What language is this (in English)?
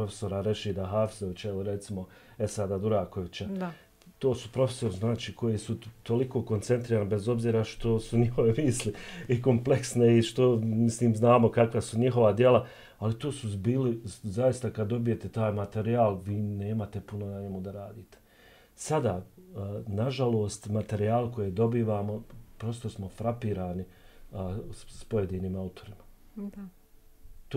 Bosnian